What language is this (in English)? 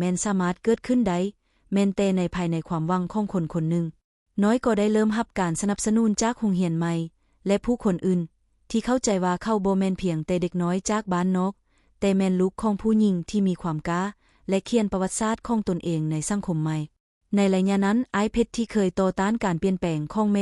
Lao